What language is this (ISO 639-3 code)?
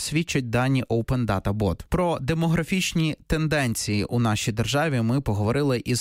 ukr